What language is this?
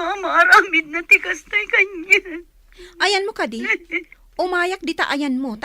Iloko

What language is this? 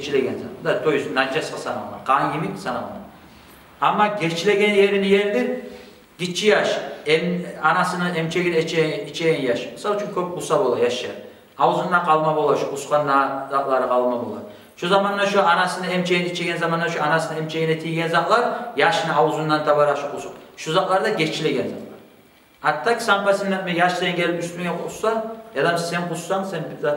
Kumyk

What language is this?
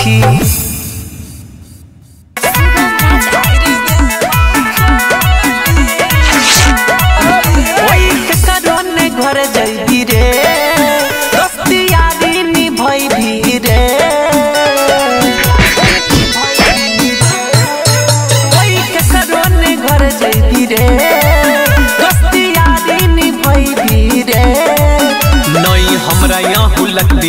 Bhojpuri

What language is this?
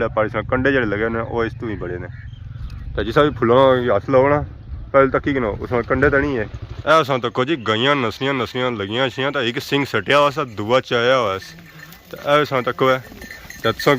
Pahari-Potwari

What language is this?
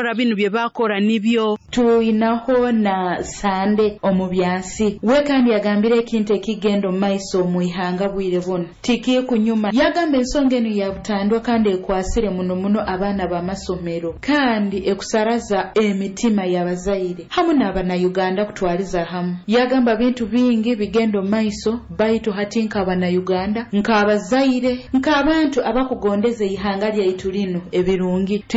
Nyoro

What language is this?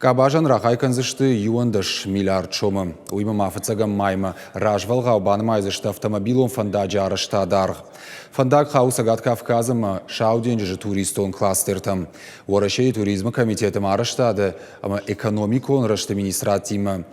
Ossetic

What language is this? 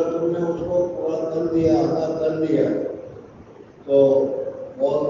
Urdu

